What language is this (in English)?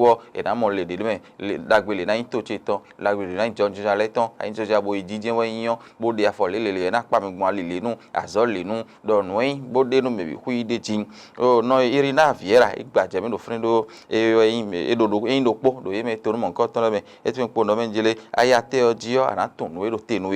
Fon